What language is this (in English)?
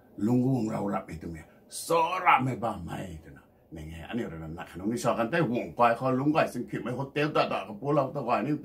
Rongmei Naga